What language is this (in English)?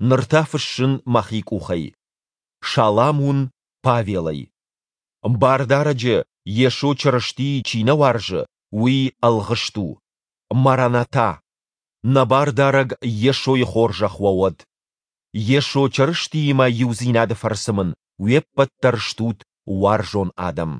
Ossetic